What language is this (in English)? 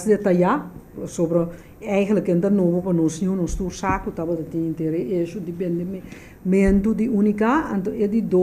Papiamento